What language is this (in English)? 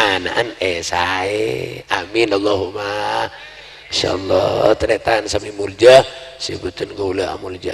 Madurese